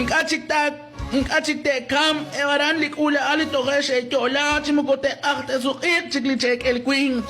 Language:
Kekchí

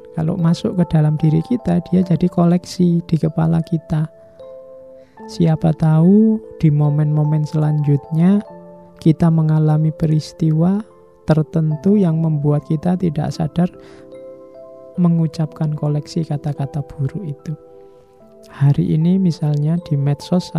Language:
Indonesian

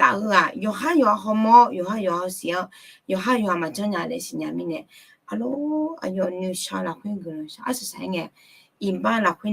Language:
Akha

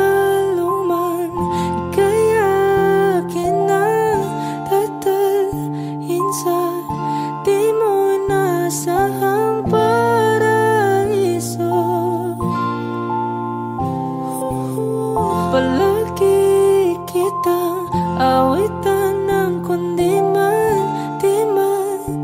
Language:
Filipino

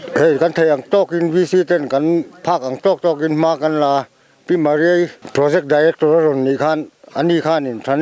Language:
Mizo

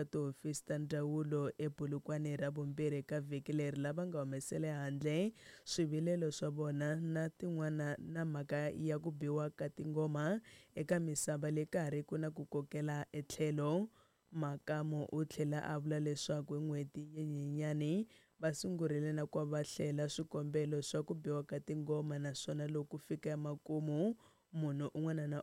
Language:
Tsonga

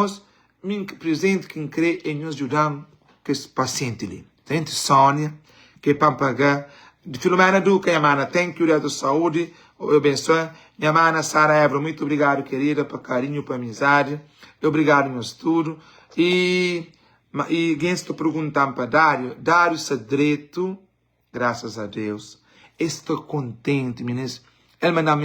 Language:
Kabuverdianu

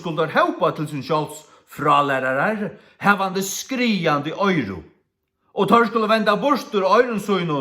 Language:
Faroese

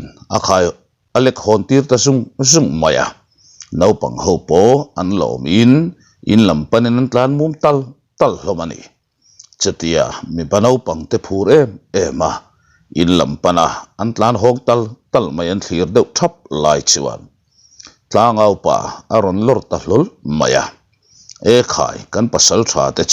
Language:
Mizo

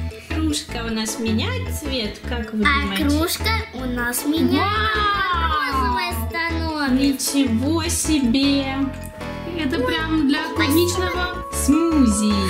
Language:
Russian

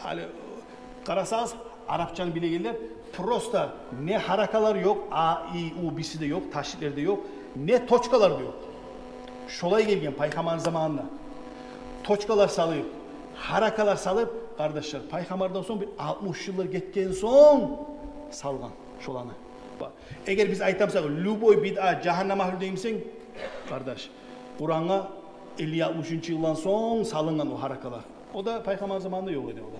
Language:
Kumyk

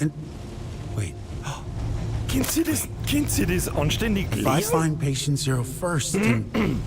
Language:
Bavarian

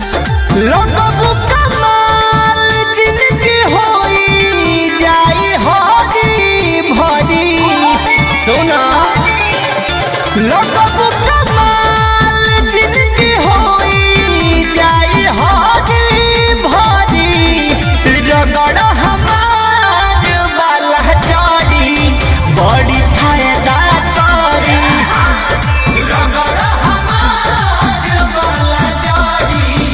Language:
Bhojpuri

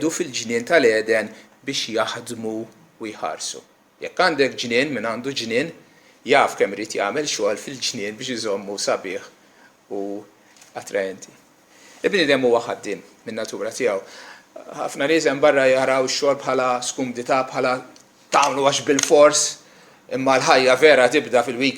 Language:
Maltese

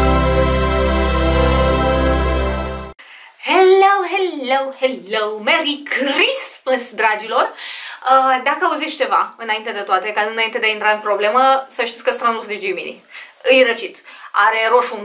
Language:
Romanian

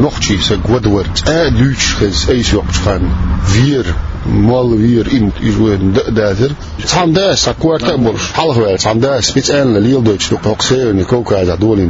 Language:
Chechen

